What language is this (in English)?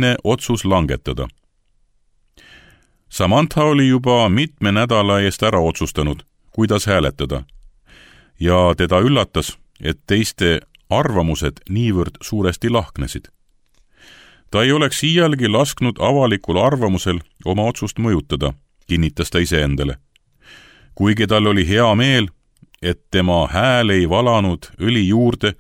Estonian